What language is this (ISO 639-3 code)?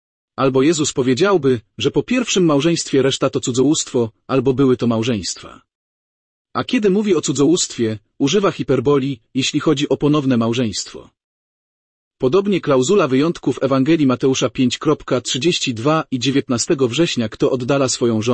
pol